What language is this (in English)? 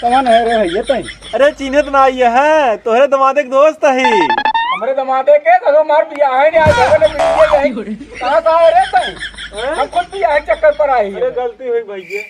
Awadhi